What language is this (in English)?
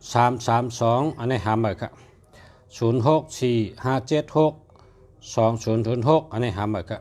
Shan